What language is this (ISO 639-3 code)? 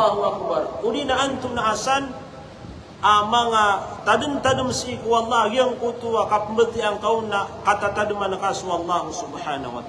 mrw